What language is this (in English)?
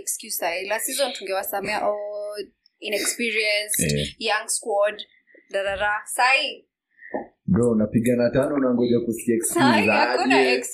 Swahili